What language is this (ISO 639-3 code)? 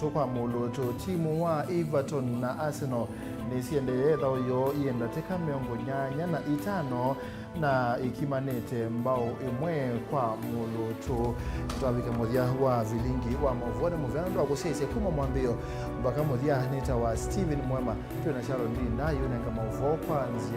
kam